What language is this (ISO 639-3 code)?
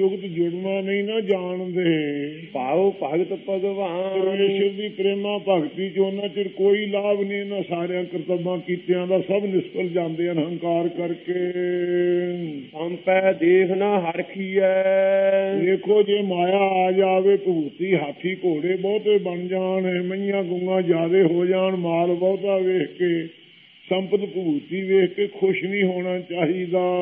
pan